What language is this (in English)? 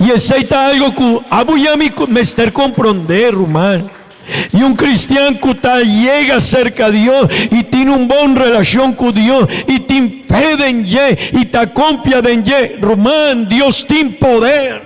Papiamento